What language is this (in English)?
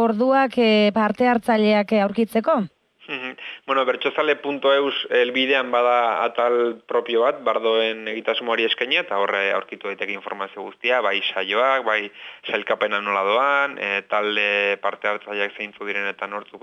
Basque